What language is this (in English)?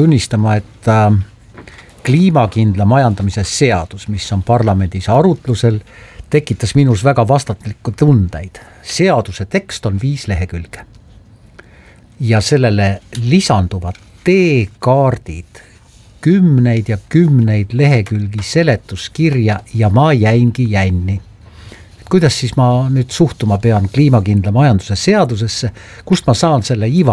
Estonian